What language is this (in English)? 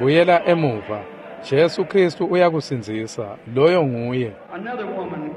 Swati